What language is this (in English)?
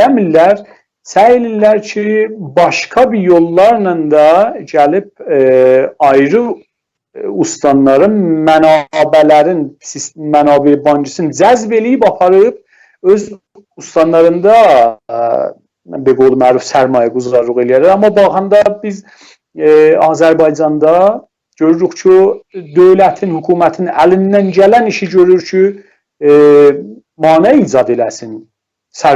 South Azerbaijani